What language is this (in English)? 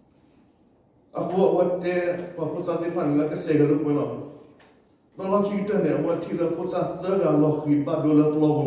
S'gaw Karen